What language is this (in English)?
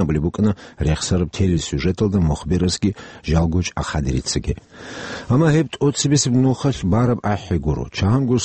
Avaric